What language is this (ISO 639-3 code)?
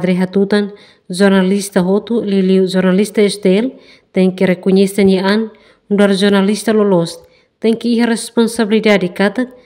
tet